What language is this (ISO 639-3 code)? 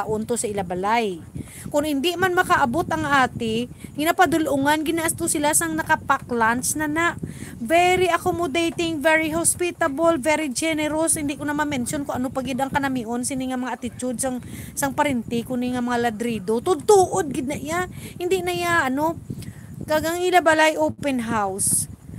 hil